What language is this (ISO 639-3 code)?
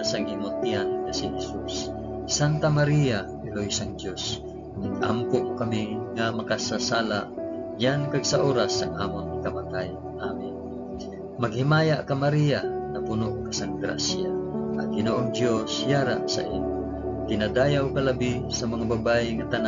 hil